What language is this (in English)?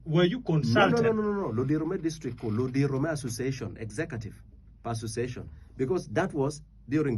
Acoli